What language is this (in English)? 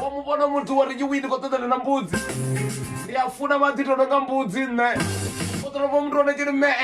Venda